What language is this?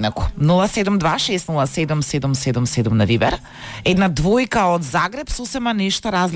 Macedonian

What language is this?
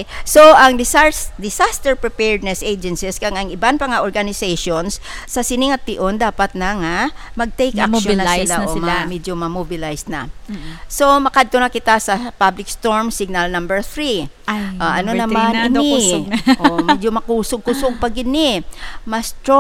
Hiligaynon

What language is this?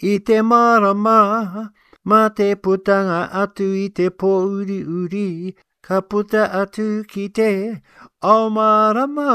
Māori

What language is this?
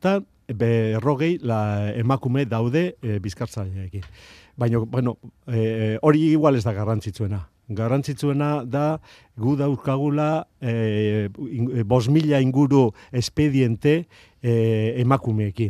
Basque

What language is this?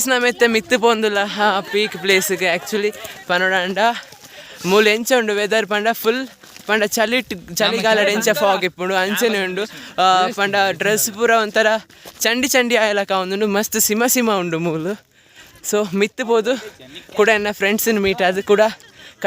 Tulu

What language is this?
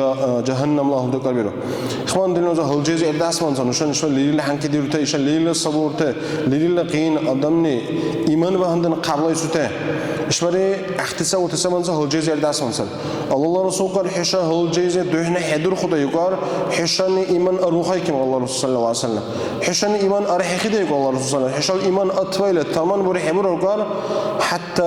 Dargwa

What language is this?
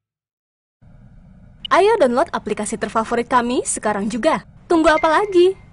Indonesian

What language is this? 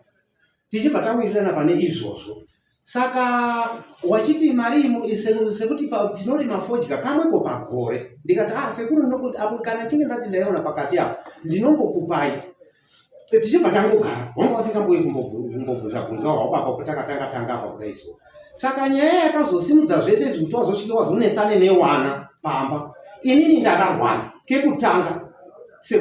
Shona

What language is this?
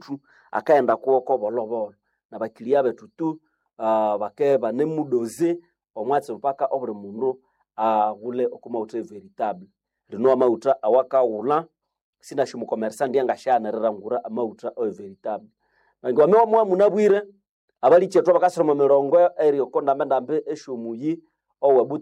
Nande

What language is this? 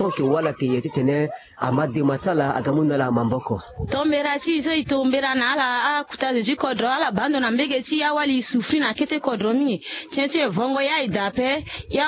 Sango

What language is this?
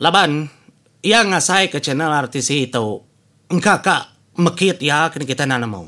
Iban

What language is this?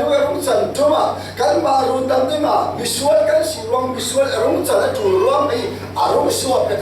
Falam Chin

